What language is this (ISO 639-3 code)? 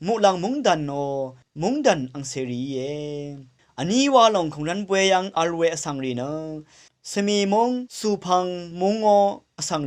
raw